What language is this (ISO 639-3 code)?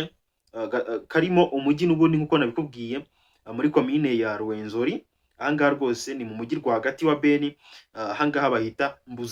kin